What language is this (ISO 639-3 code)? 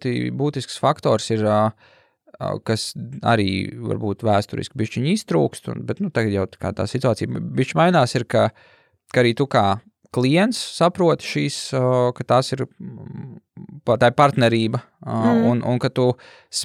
lav